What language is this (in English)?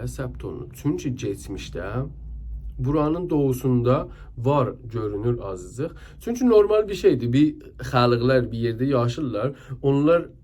South Azerbaijani